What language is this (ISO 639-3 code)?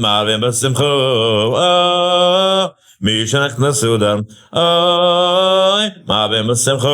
yid